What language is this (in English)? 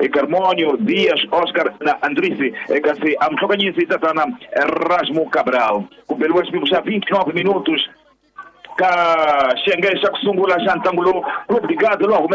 Tsonga